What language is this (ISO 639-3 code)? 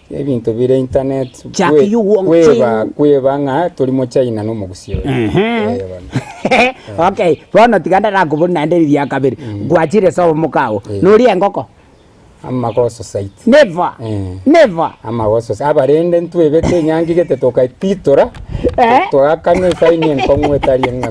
guz